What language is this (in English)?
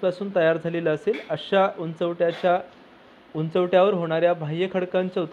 Marathi